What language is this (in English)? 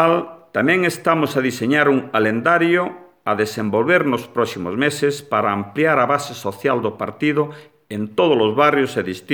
Galician